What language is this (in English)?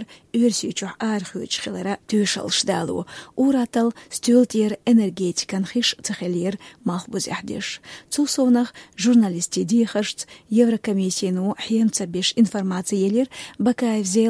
Chechen